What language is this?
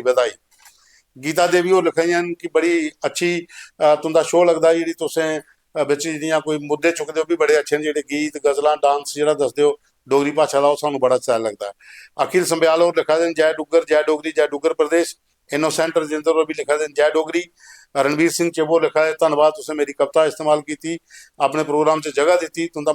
Dogri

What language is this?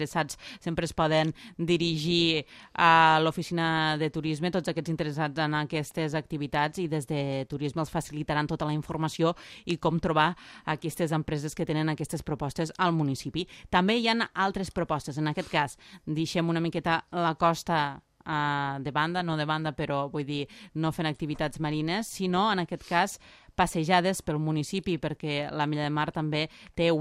Catalan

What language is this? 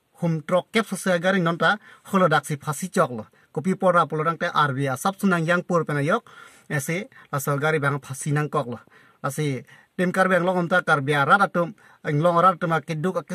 Karbi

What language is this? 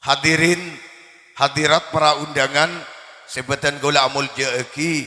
Madurese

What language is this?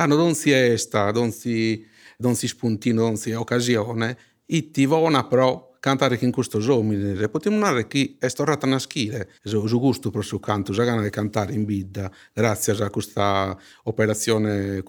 Sardinian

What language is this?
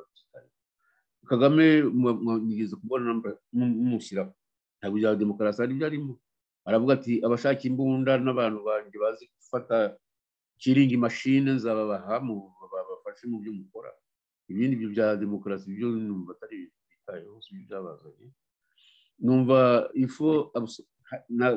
Kinyarwanda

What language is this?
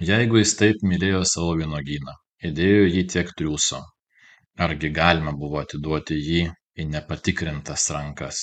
Lithuanian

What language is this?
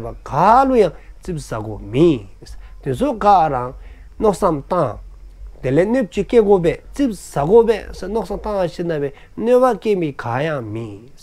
Dzongkha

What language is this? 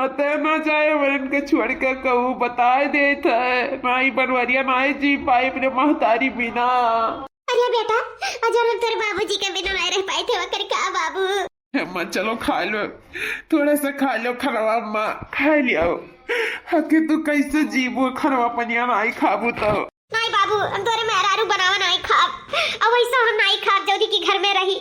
Awadhi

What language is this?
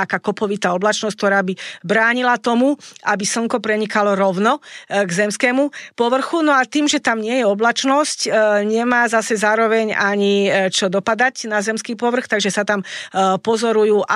Slovak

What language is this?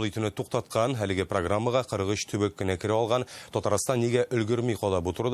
Tatar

